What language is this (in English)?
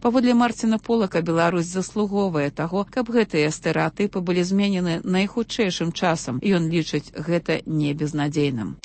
Belarusian